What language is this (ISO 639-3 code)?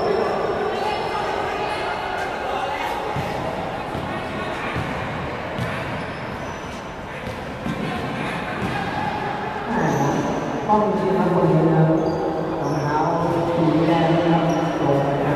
tha